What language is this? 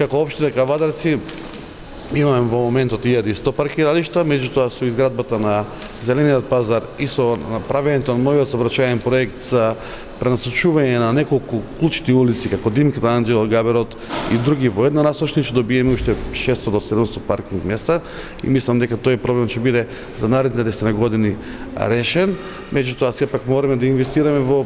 Macedonian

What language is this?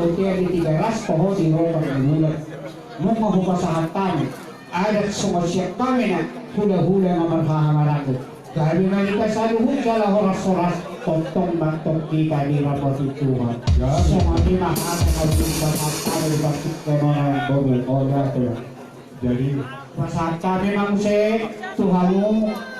Batak Toba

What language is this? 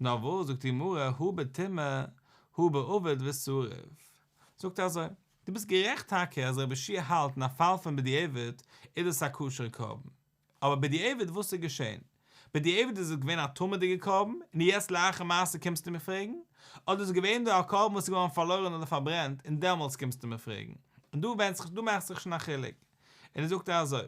Yiddish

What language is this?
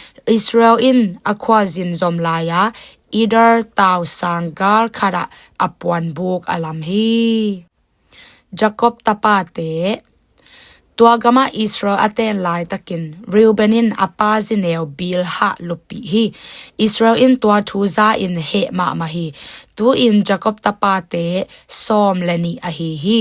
Tedim Chin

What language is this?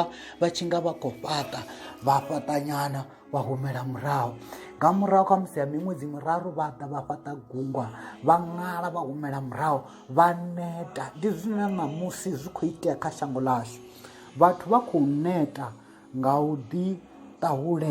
Venda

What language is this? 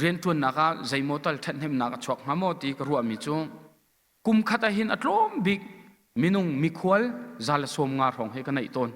Hakha Chin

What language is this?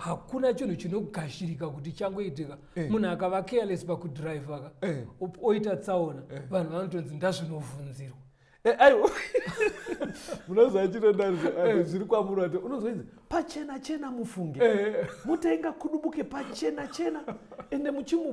Shona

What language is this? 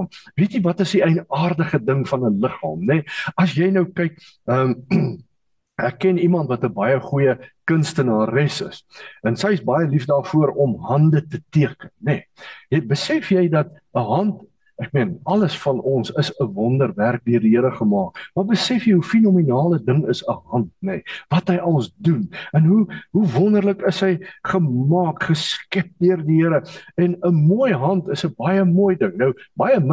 Afrikaans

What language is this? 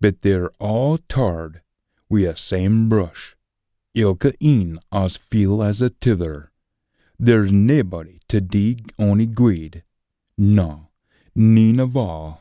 Scots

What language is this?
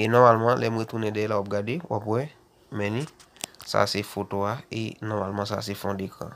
Haitian Creole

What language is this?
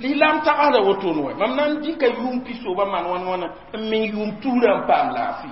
Mossi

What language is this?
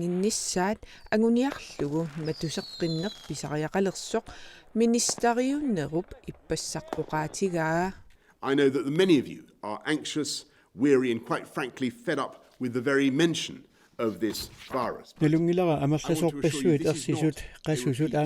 Kalaallisut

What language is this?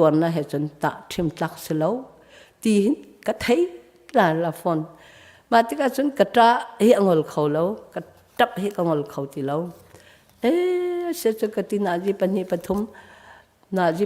Hakha Chin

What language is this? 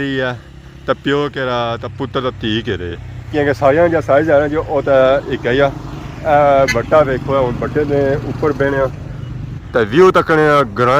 Pahari-Potwari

